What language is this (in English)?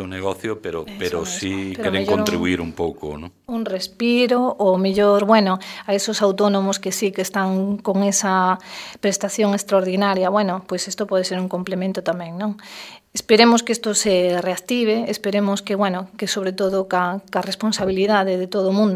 Galician